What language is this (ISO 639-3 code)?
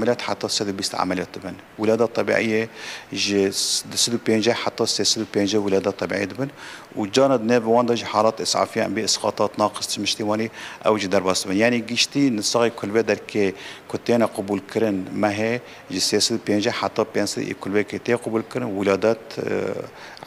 kur